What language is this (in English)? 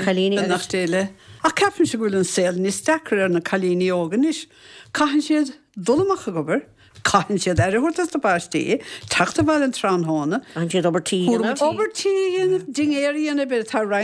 Irish